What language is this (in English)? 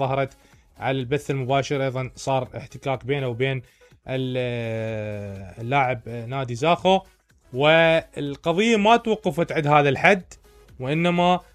Mesopotamian Arabic